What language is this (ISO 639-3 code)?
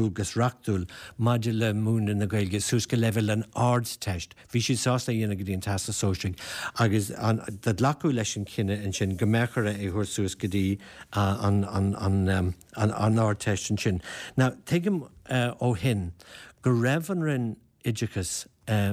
gle